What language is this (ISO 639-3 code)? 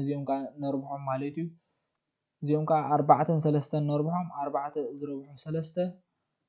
tir